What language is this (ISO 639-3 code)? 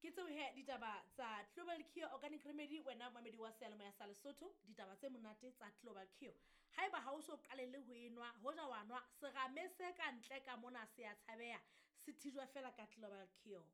sot